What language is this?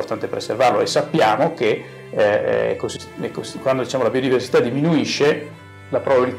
Italian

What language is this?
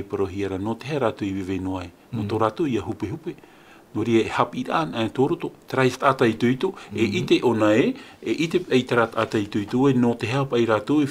Tahitian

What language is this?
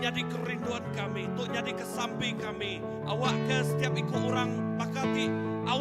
Iban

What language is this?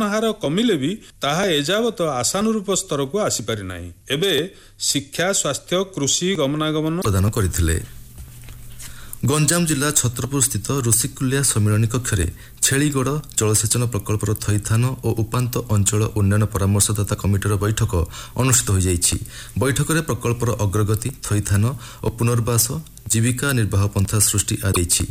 Odia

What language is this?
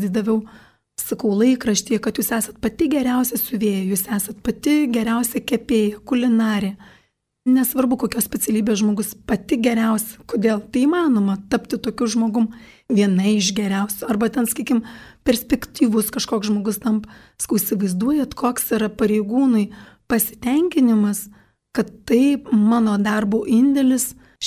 Lithuanian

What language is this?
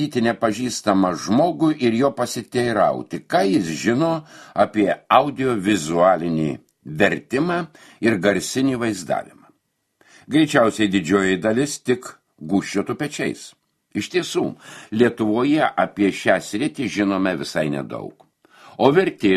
Lithuanian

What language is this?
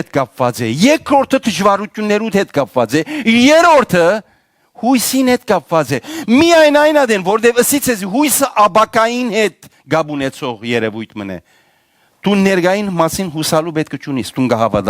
Western Armenian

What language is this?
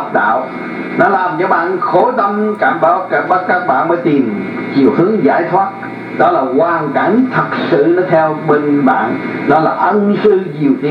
Vietnamese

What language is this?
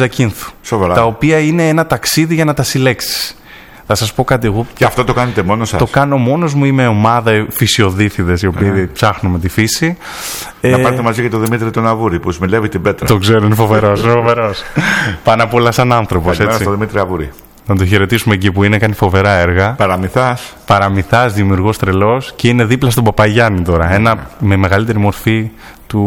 Greek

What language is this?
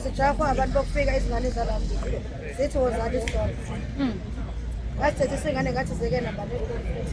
Zulu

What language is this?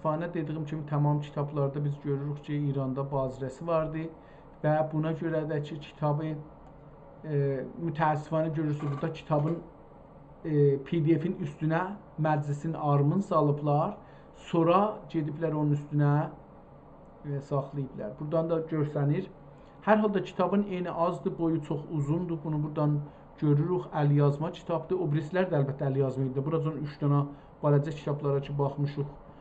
South Azerbaijani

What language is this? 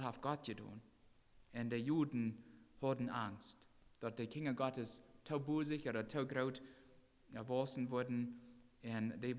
Plautdietsch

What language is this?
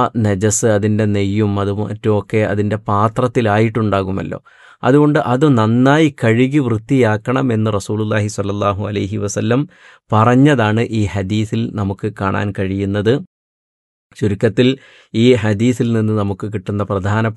Malayalam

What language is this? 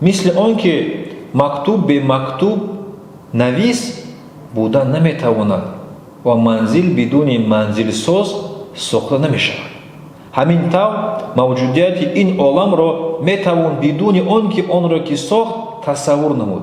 Tajik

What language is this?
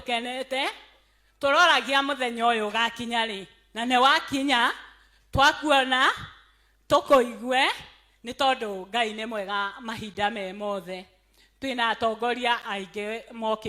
Kikuyu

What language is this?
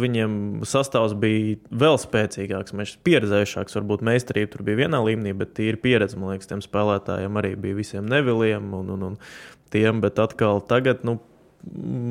Latvian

